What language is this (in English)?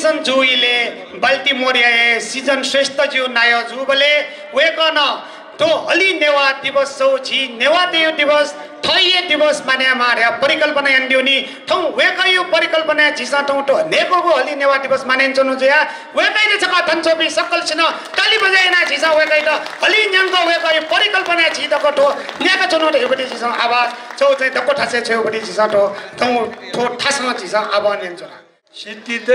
Newari